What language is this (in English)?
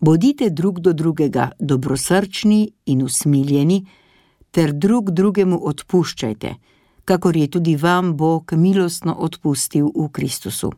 Slovenian